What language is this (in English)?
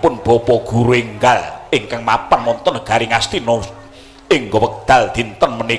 Javanese